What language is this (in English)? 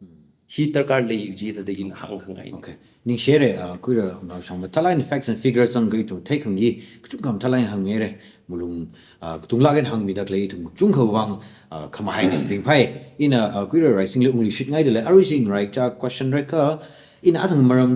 Tangkhul Naga (India)